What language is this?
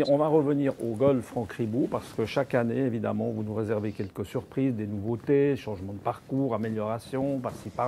French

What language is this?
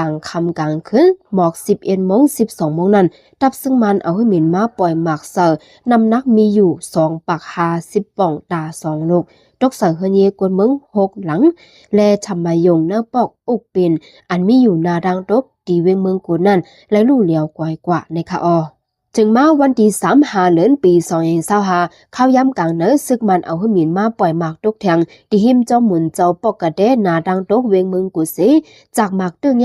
Shan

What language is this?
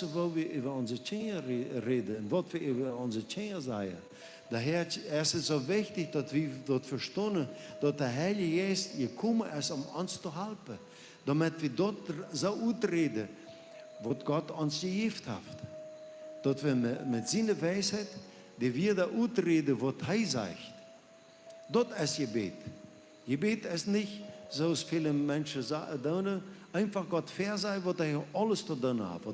Plautdietsch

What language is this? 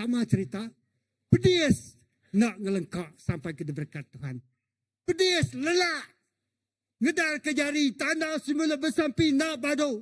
Iban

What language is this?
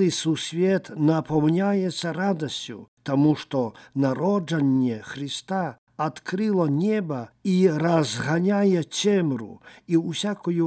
Belarusian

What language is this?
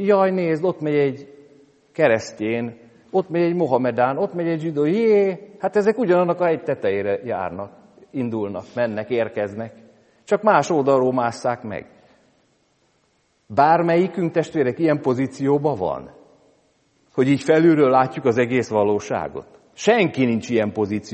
Hungarian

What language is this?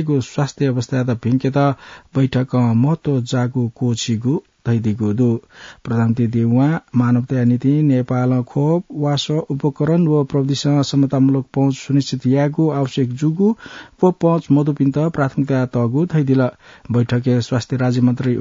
Newari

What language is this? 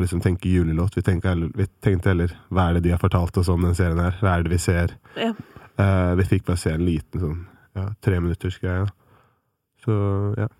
Norwegian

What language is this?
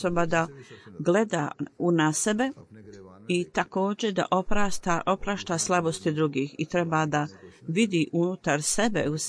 Bosnian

